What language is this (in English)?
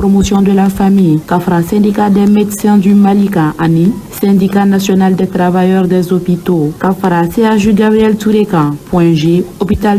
Bambara